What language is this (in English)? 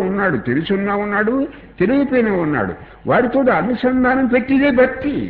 Telugu